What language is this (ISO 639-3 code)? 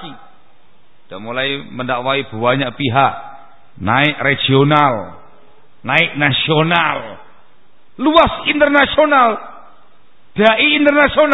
ind